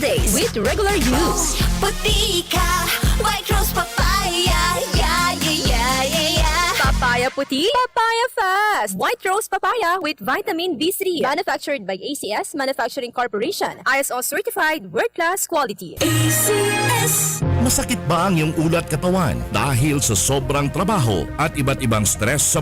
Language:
Bikol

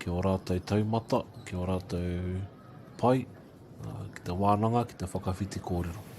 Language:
Māori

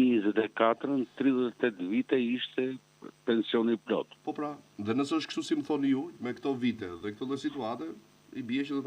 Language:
Albanian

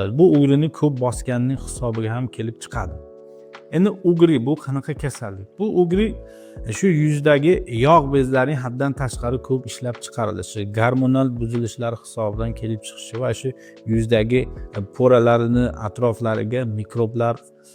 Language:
Uzbek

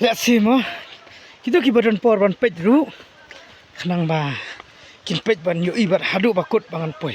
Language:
Khasi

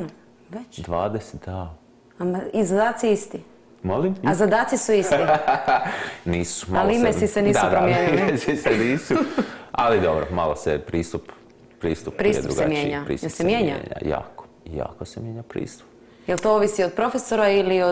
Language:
Croatian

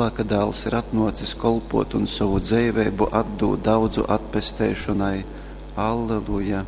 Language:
Latgalian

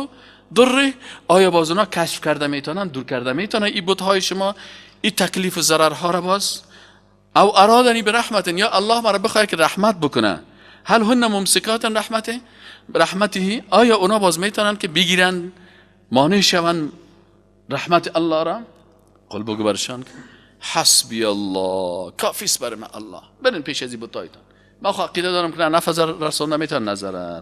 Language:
Persian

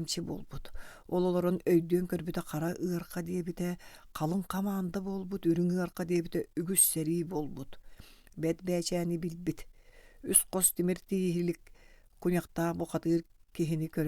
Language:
Yakut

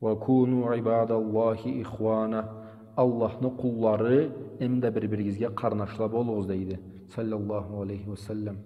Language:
Karachay-Balkar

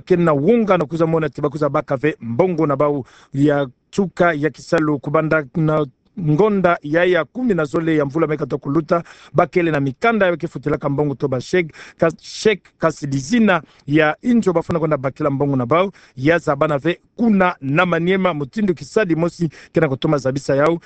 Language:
Kituba (Democratic Republic of Congo)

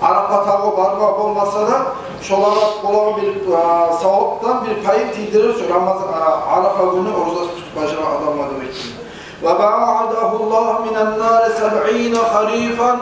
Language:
Kumyk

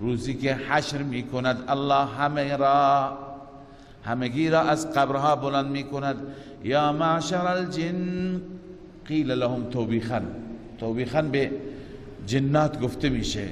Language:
Persian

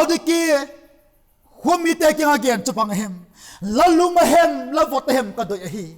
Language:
Vaiphei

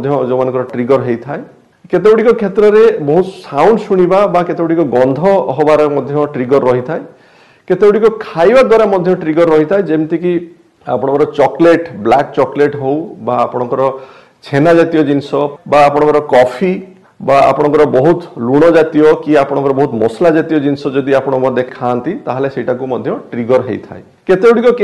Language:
Odia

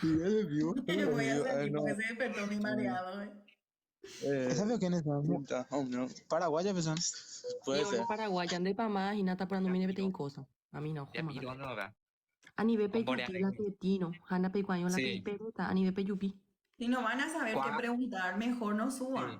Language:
Guarani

